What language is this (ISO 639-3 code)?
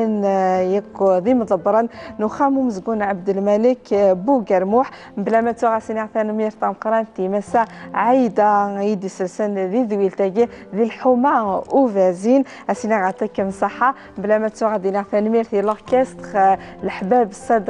kab